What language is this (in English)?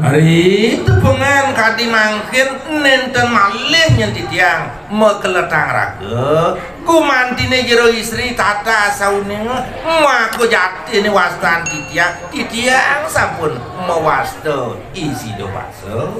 Balinese